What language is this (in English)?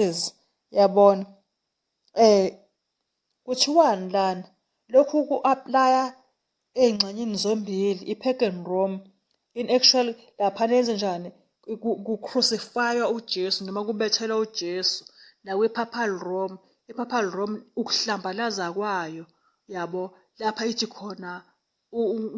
Zulu